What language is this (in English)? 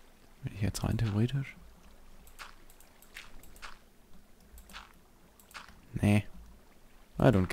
German